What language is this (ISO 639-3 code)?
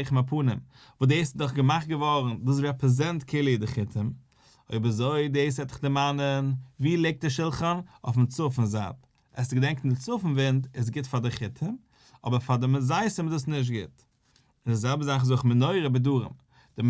yid